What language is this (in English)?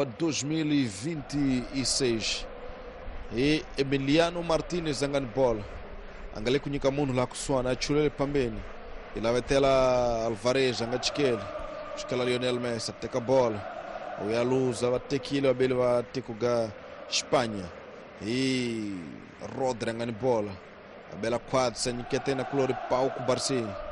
Tsonga